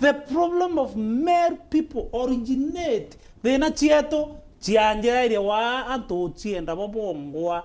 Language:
Meru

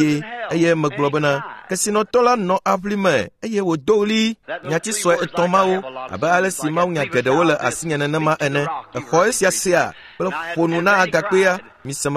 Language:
Ewe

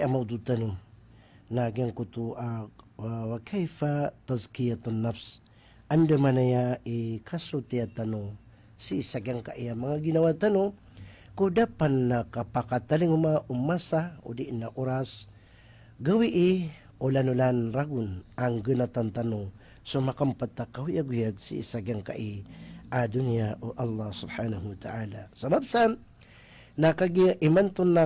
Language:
Maranao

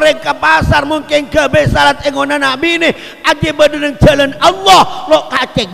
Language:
Madurese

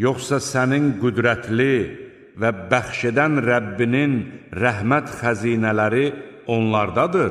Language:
Azerbaijani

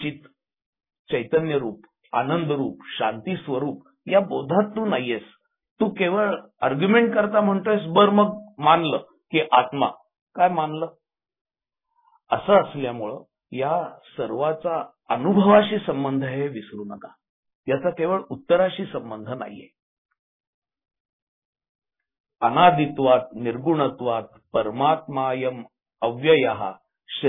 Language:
Marathi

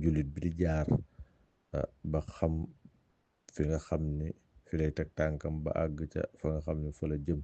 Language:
Wolof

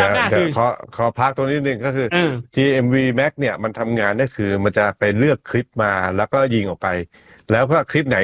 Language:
Thai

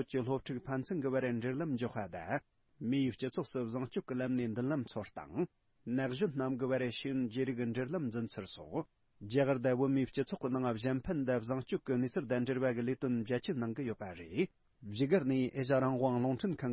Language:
Tibetan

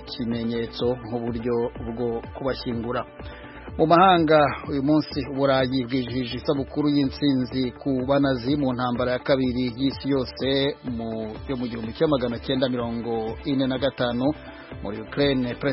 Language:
Kinyarwanda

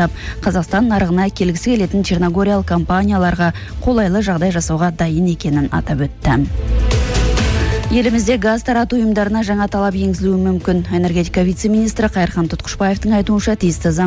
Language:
Kazakh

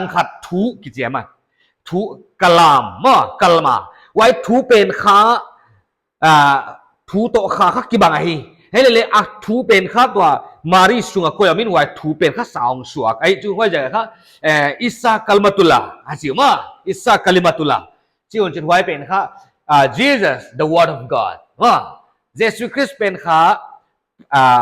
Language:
Paite Chin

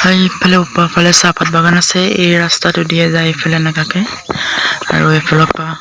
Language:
Assamese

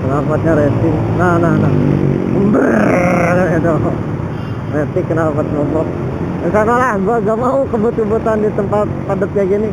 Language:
Betawi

